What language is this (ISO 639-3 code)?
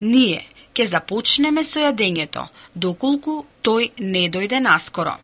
mkd